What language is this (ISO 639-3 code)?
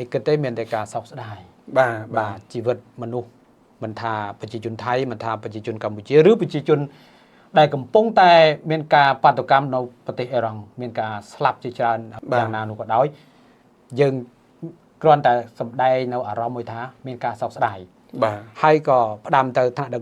khm